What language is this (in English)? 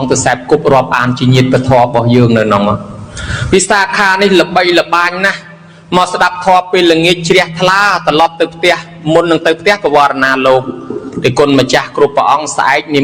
Khmer